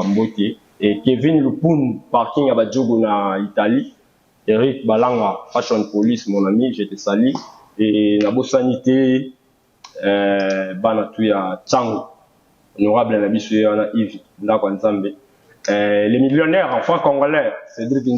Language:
Lingala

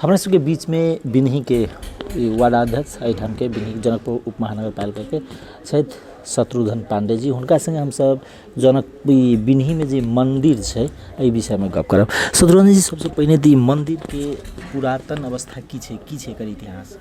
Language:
Maithili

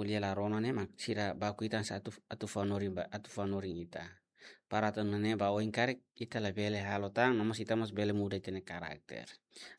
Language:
Tetum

